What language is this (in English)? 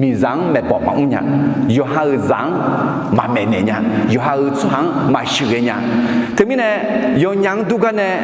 Akha